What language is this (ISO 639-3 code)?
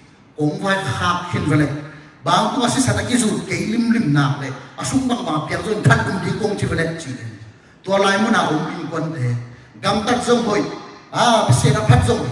ctd